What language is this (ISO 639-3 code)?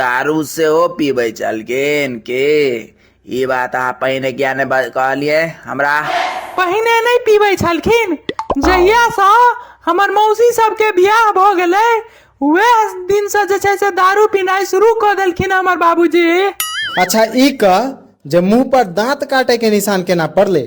mai